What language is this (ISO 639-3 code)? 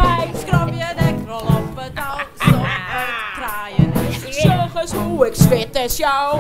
fry